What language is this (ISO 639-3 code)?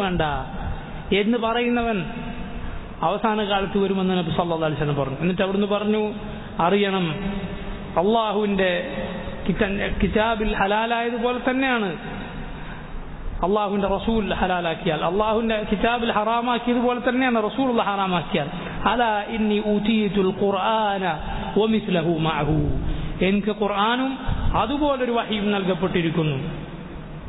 mal